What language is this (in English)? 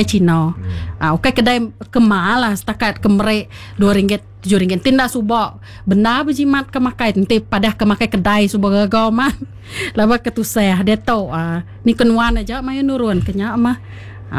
Iban